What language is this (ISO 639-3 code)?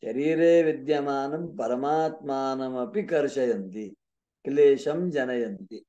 san